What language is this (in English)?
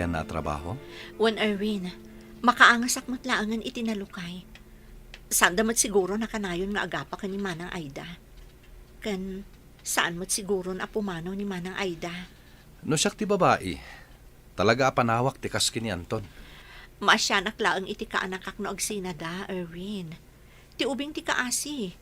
Iloko